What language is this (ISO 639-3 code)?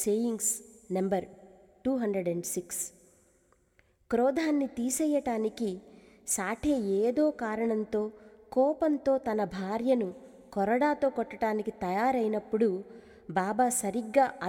tel